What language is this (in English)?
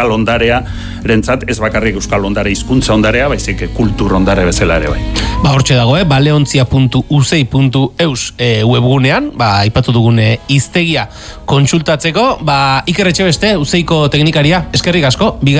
Basque